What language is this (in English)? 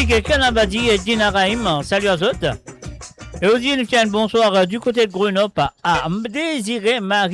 Morisyen